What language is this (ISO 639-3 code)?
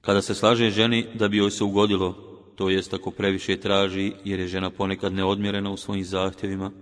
bos